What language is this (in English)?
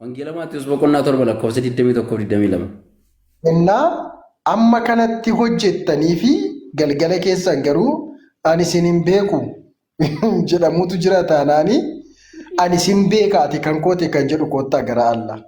Oromo